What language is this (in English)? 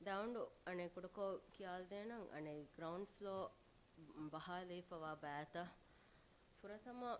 Divehi